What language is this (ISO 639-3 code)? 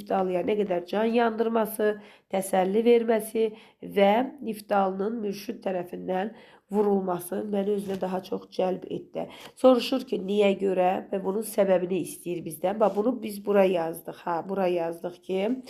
aze